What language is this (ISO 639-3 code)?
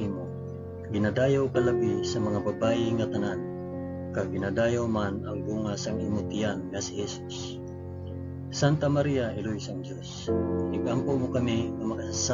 hil